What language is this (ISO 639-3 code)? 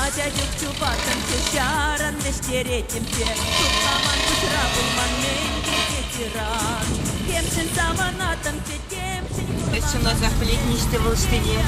chv